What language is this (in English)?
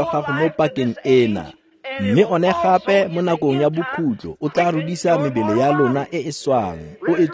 Tswana